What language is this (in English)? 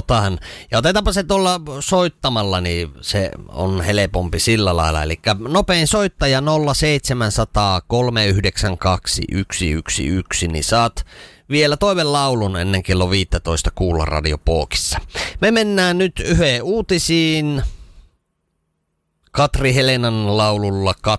Finnish